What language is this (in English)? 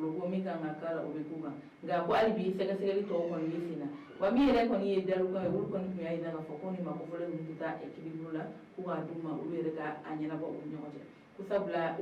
Bambara